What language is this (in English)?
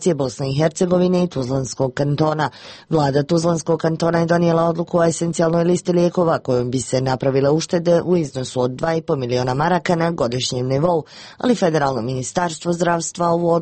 Bosnian